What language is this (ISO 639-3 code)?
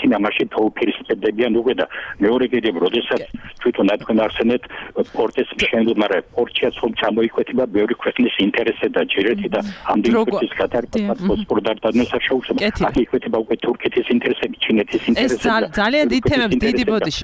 kat